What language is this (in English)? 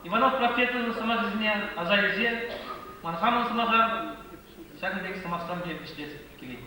Chuvash